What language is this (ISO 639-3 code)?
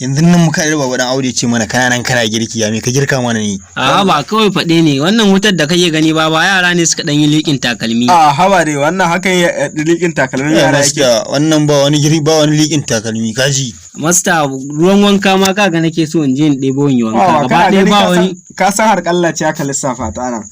hau